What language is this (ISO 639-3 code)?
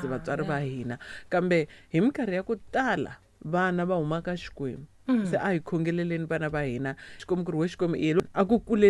tso